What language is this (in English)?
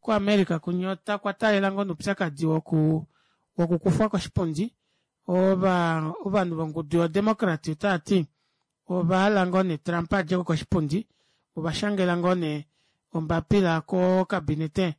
Kuanyama